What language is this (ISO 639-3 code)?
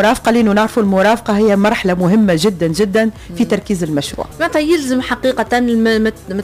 aeb